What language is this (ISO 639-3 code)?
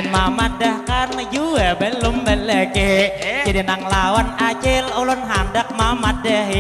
bjn